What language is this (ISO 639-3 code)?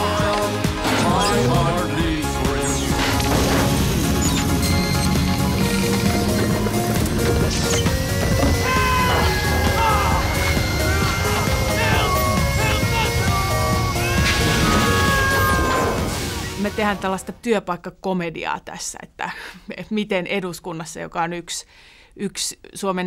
fin